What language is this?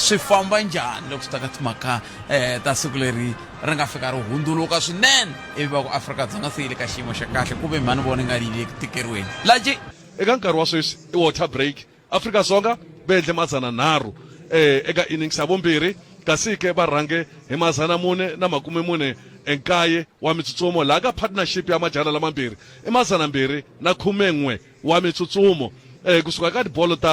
Tsonga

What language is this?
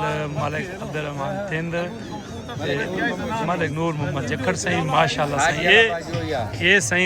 Saraiki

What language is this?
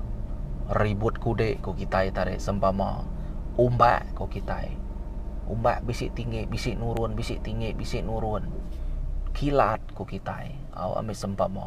Iban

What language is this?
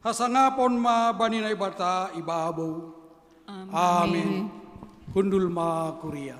Batak Simalungun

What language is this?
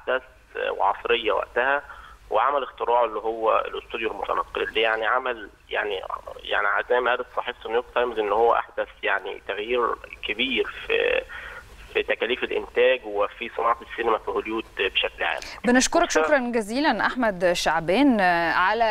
Egyptian Arabic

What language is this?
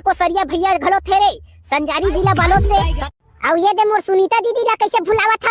Chhattisgarhi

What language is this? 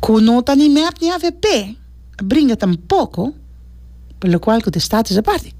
Papiamento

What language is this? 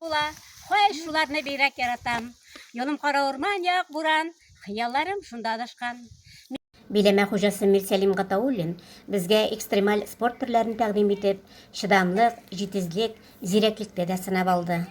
Tatar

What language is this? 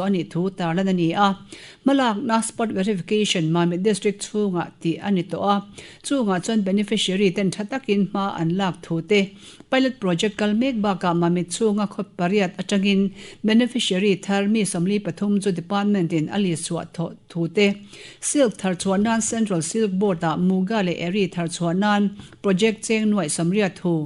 Mizo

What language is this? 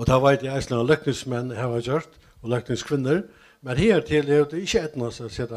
Faroese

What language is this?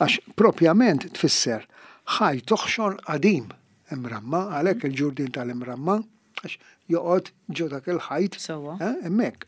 Maltese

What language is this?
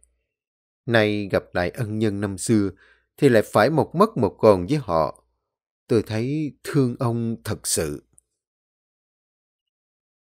Vietnamese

